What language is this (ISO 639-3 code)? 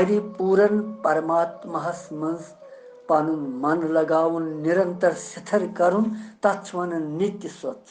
kas